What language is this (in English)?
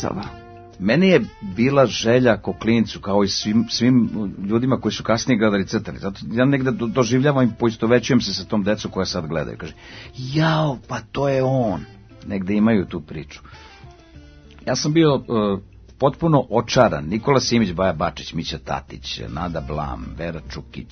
Serbian